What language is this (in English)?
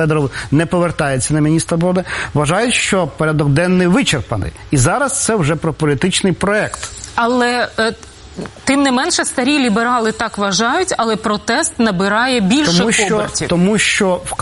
Ukrainian